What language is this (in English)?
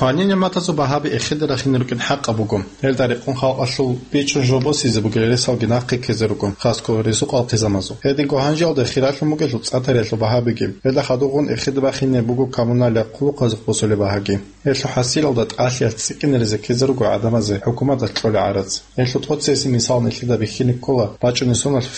Avaric